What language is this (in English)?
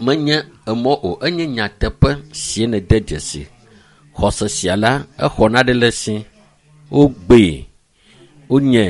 Ewe